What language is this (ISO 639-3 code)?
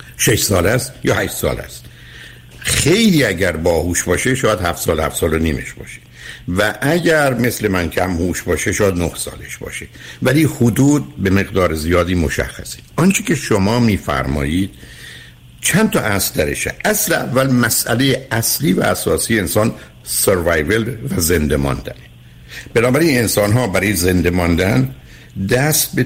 fas